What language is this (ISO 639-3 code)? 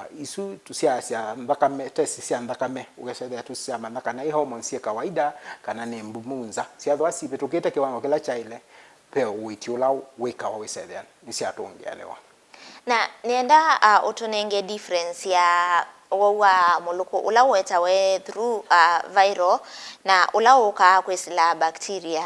kam